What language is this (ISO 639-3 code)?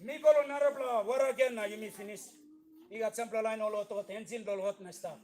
tpi